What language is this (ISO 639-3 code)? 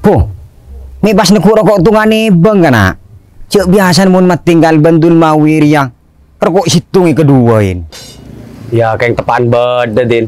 mad